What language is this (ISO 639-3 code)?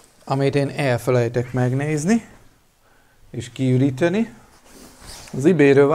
hun